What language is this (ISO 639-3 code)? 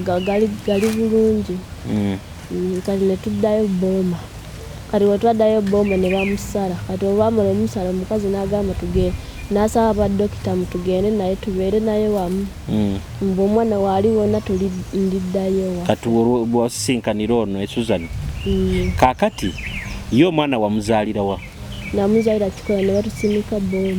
nyo